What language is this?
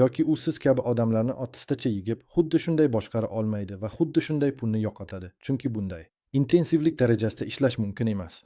Uzbek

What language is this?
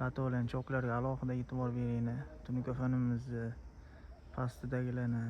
Uzbek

